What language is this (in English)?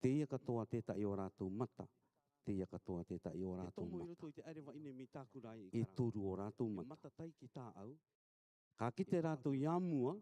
Rarotongan